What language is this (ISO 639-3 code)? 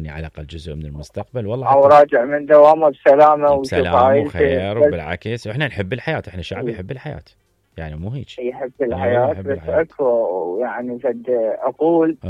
acm